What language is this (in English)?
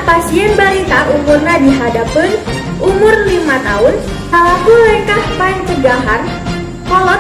Sundanese